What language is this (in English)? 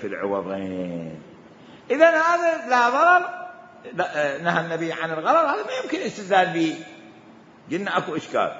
Mesopotamian Arabic